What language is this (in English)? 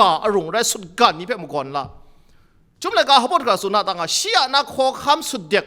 Kachin